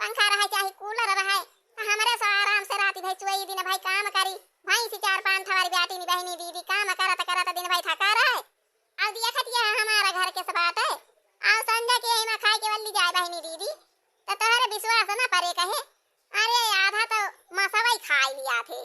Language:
Awadhi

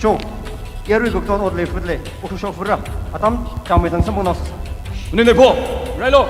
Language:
Tangkhul Naga (India)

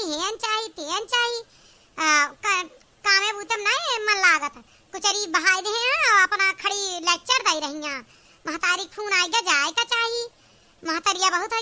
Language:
Awadhi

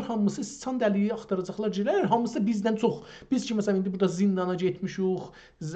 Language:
South Azerbaijani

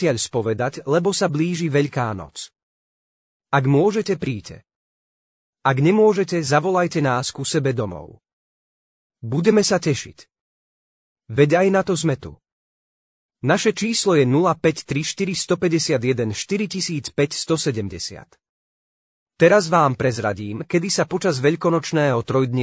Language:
Slovak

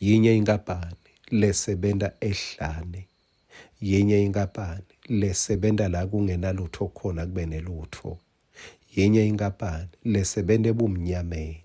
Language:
Swati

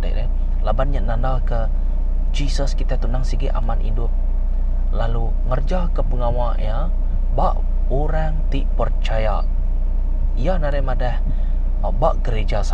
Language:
Iban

